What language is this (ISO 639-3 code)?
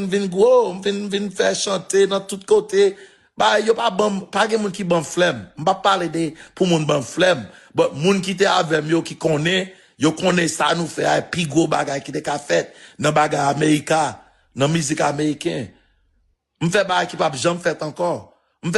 hat